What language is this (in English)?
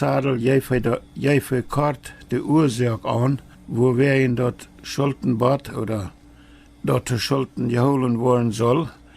Plautdietsch